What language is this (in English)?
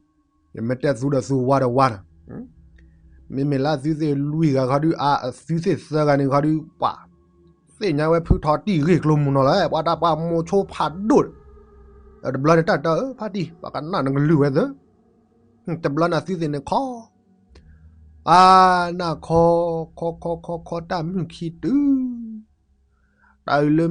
S'gaw Karen